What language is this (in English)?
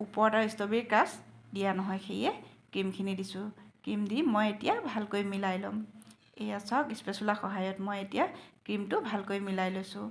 Assamese